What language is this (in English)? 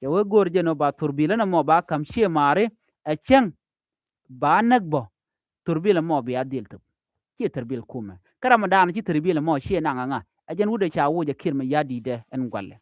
Nuer